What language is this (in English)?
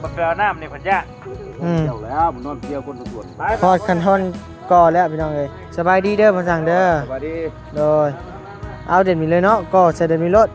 Lao